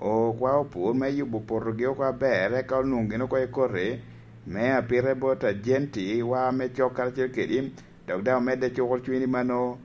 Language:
Lango (Uganda)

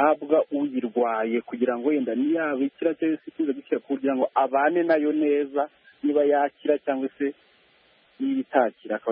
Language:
Kinyarwanda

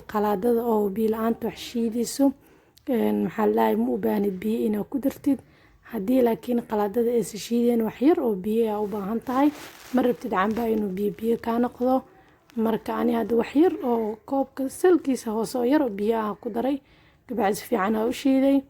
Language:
Somali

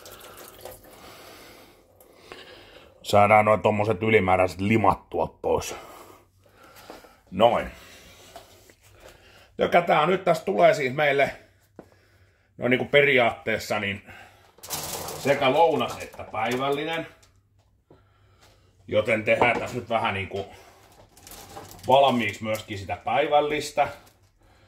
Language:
Finnish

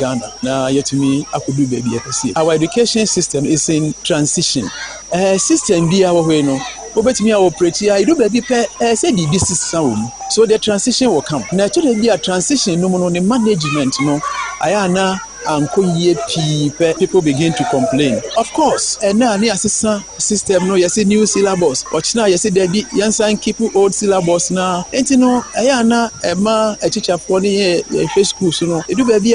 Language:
Akan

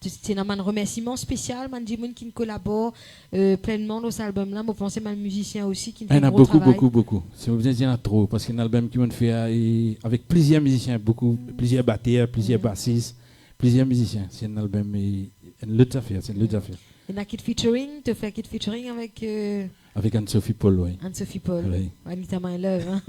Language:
Morisyen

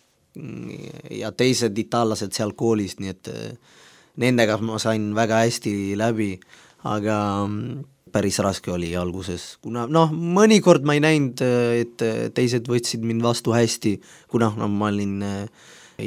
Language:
Estonian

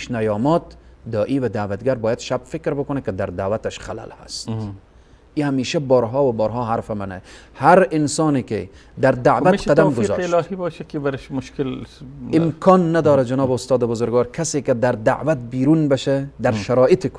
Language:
Persian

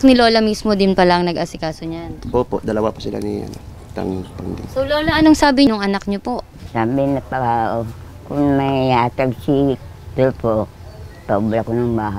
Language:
Filipino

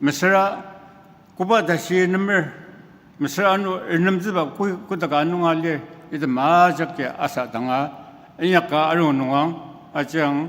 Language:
Ao Naga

